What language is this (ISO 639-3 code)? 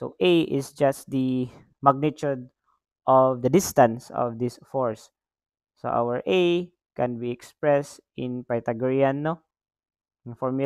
ceb